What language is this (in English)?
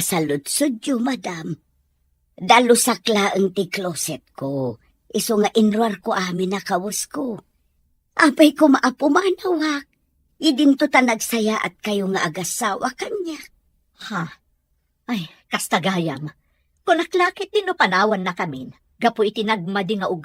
Iloko